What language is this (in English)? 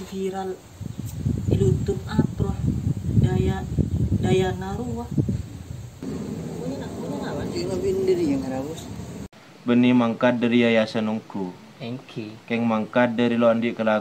Madurese